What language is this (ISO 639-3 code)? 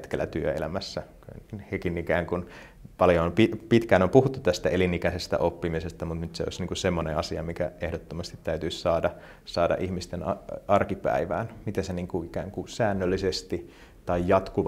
fin